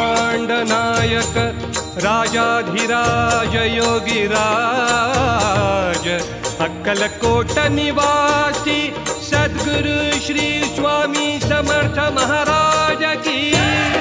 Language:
Marathi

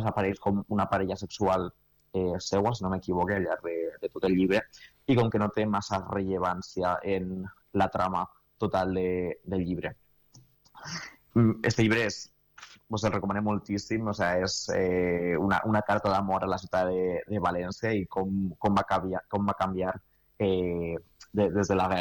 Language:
Catalan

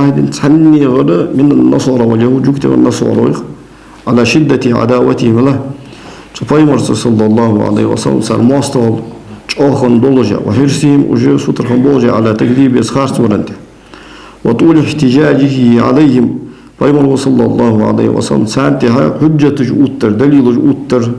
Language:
Ingush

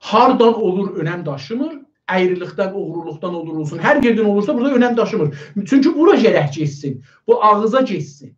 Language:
South Azerbaijani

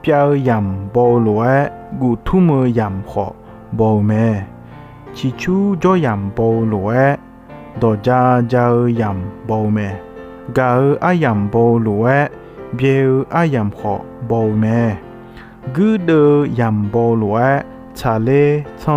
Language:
Akha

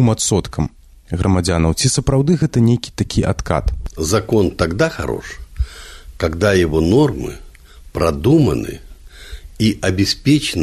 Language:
Belarusian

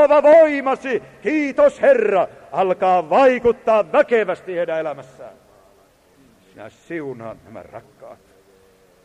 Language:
Finnish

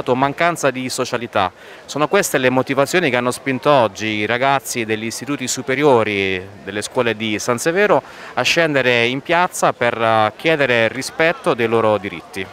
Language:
Italian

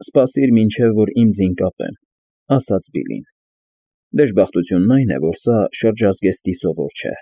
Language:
Armenian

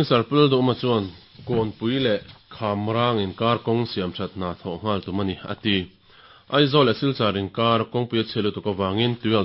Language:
Mizo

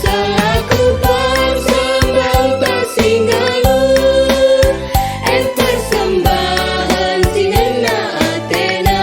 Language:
Batak Karo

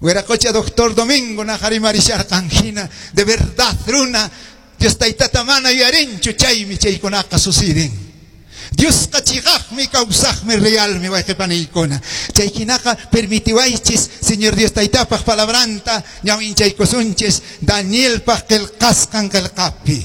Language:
Quechua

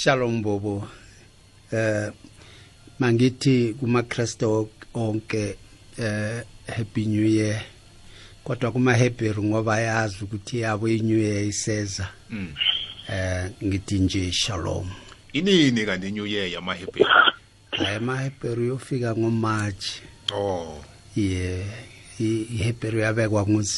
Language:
South Ndebele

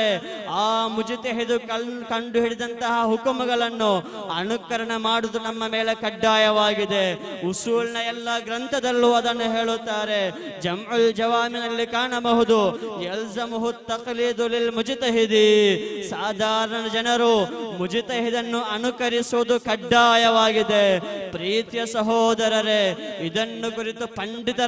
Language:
Kannada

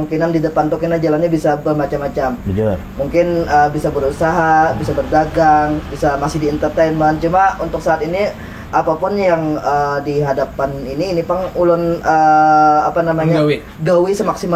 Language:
Banjar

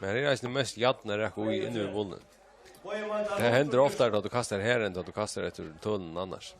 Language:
Faroese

